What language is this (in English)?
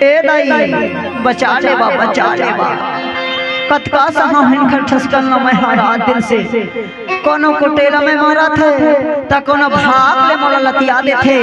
Chhattisgarhi